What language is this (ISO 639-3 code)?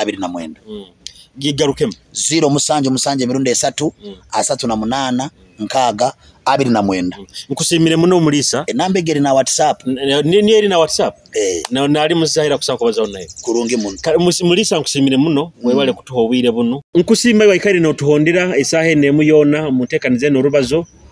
nyo